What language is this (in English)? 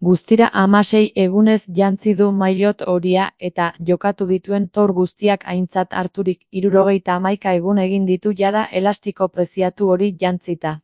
Basque